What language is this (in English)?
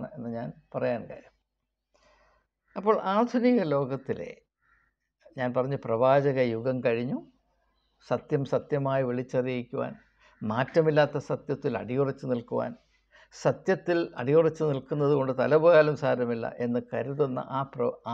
Malayalam